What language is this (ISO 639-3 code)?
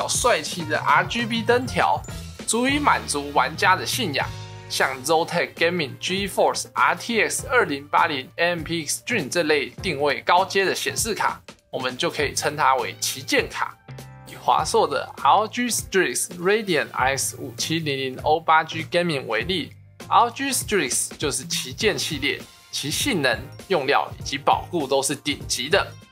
zho